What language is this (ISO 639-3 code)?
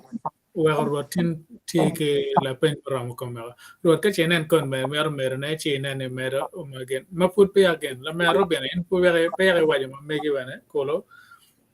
ach